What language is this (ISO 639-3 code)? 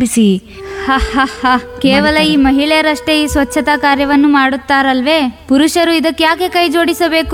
kan